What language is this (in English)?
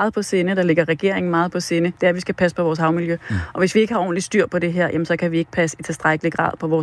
Danish